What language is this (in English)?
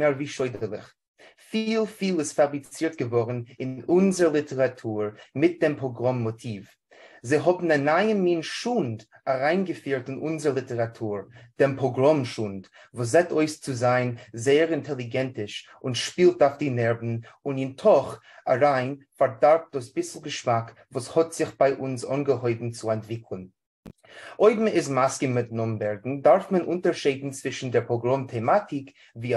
Yiddish